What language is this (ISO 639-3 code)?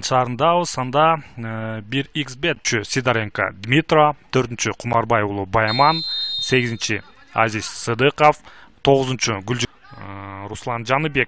kir